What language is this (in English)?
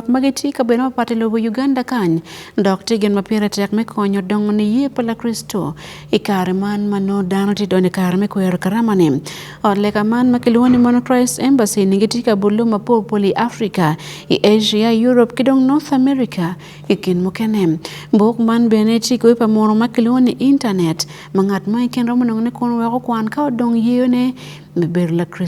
Acoli